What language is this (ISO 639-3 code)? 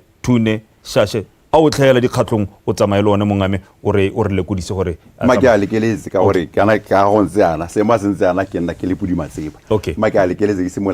tsn